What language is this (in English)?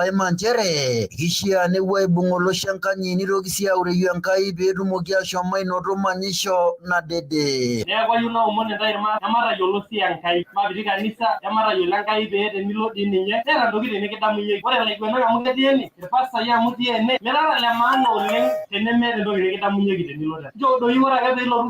Masai